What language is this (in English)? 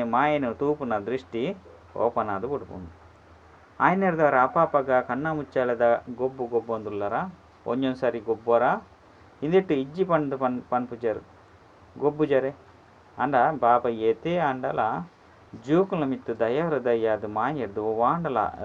Tulu